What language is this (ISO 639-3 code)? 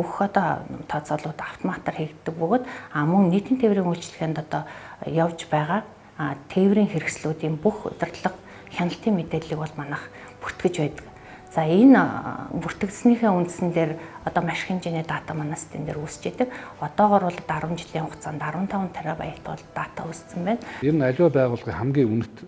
mon